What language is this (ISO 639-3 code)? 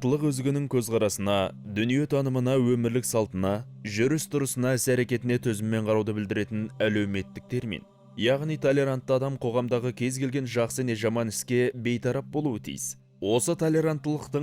kaz